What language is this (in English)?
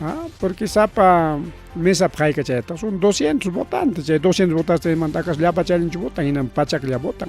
Ayacucho Quechua